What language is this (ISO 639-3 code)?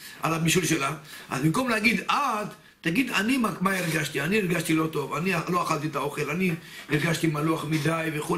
heb